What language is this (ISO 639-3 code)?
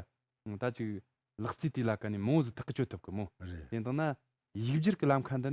bod